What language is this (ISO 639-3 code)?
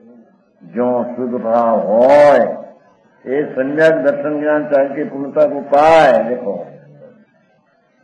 guj